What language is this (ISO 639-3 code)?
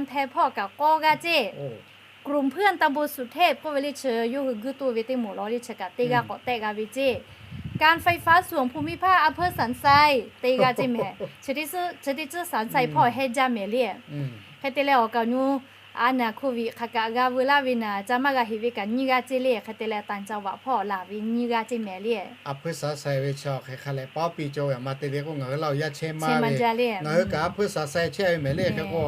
lhu